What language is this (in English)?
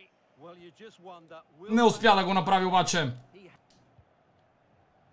Bulgarian